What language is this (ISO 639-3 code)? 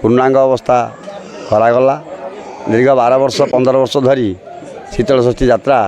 ori